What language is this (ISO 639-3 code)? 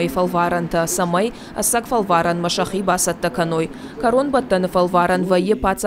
oss